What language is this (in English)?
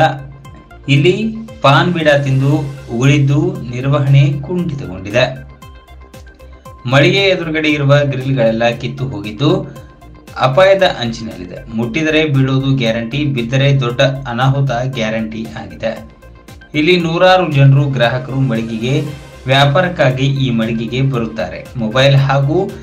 Kannada